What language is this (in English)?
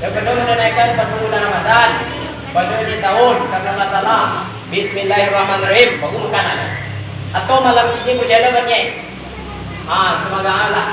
Minangkabau